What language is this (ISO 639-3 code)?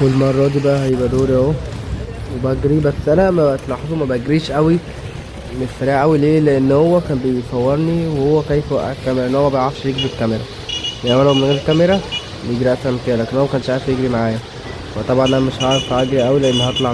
arz